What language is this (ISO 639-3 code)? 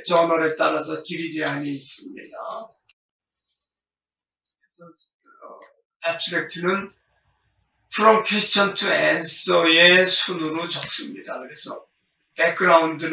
kor